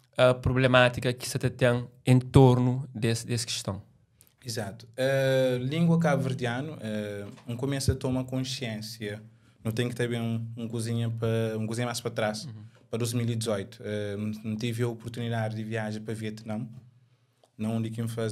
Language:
Kabuverdianu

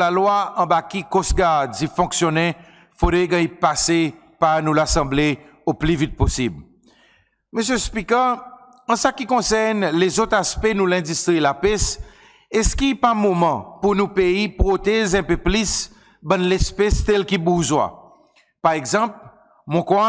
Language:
Seselwa Creole French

